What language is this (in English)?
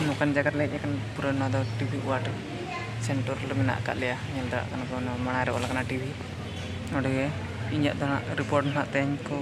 Santali